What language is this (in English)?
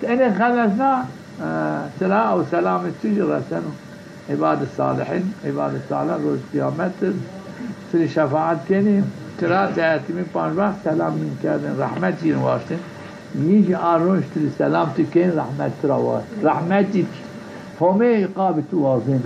Zaza